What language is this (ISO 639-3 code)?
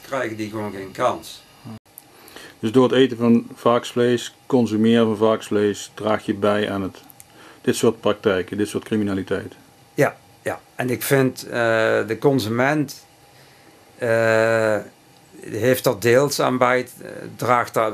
nld